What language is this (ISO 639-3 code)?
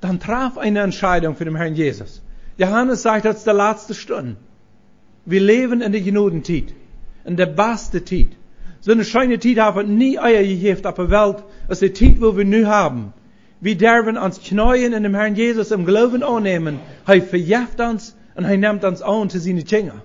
pdt